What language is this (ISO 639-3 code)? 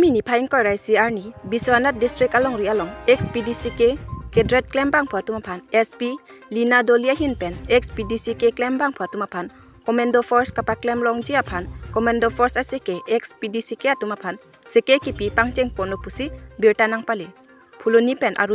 mjw